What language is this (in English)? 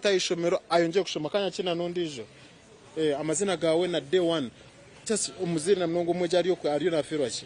Nyankole